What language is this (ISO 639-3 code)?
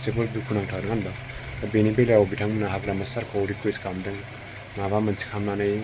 brx